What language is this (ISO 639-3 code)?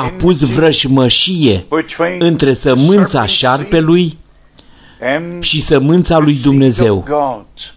ron